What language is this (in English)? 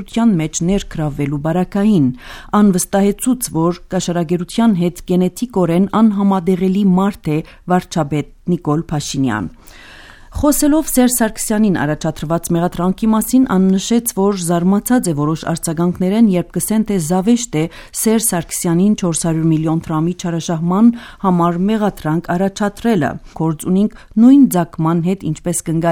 Armenian